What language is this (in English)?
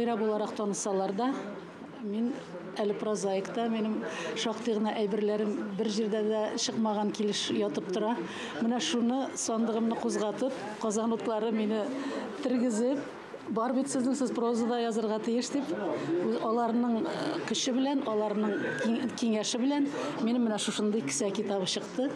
Tatar